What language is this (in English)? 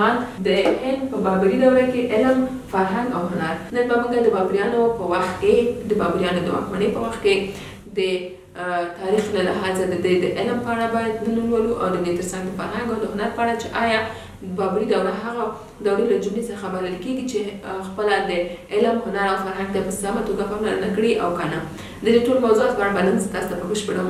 Pashto